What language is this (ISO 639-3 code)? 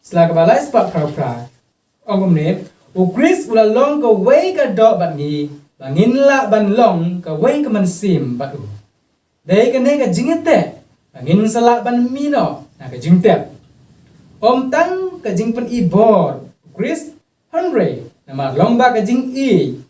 kha